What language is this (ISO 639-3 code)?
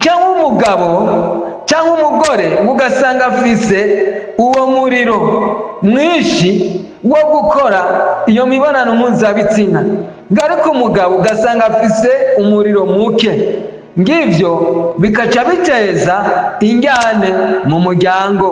run